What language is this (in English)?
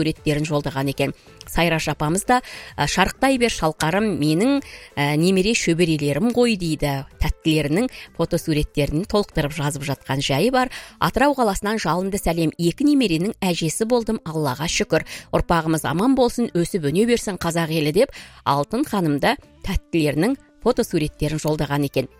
Kazakh